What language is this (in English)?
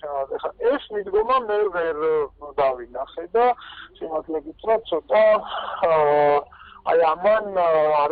Georgian